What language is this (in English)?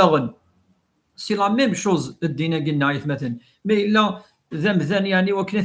Kabyle